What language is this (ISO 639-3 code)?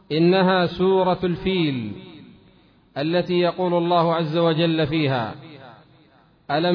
ara